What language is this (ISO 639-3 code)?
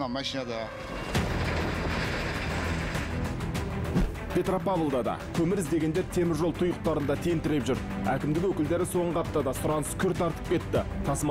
kaz